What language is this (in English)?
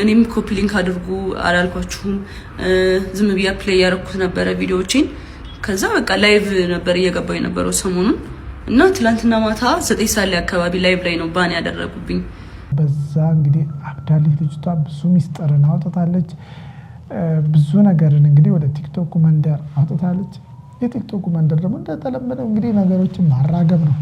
Amharic